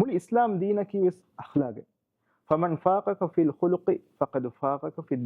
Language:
Divehi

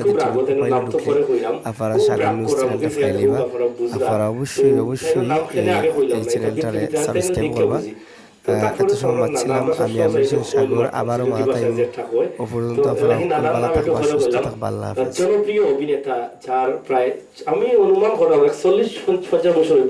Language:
Sylheti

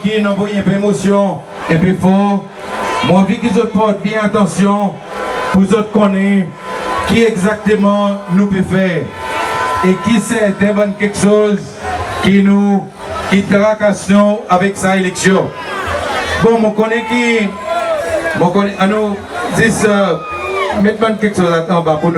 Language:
Seselwa Creole French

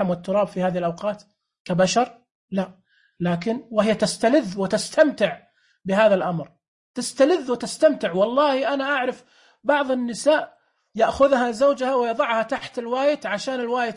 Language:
Najdi Arabic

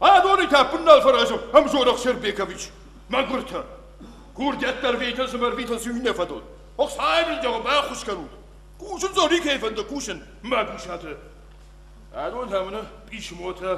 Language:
Ossetic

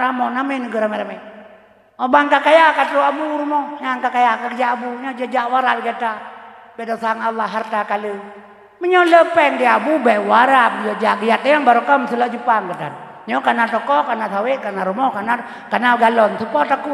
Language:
Achinese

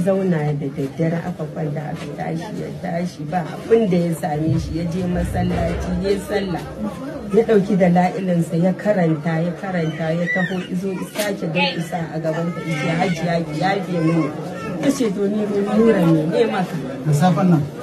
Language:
Hausa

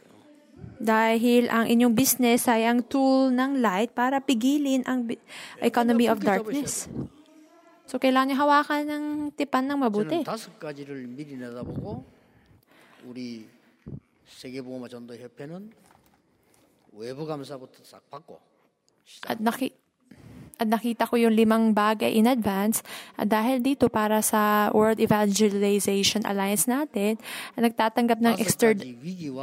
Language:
Filipino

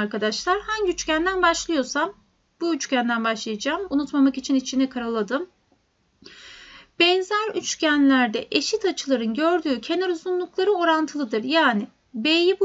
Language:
Turkish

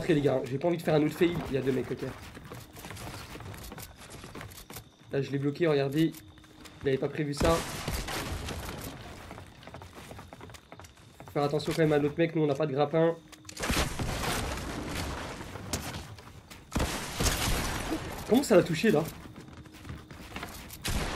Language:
French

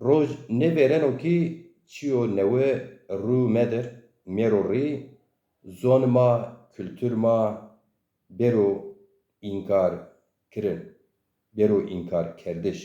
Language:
Zaza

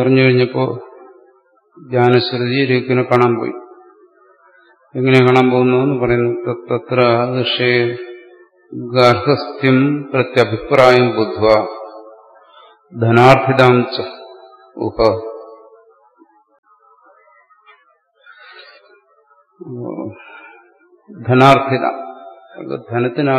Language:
Malayalam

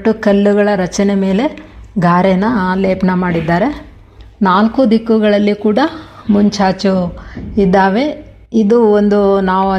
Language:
Kannada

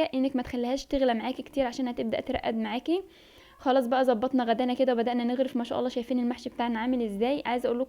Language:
Egyptian Arabic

